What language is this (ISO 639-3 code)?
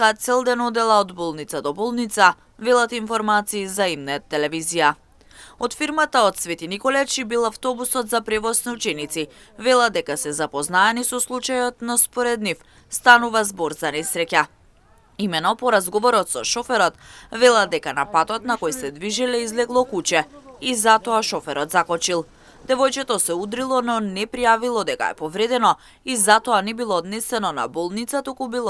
mkd